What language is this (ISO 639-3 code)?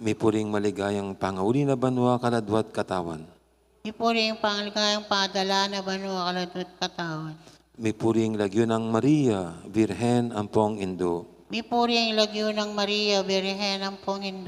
pam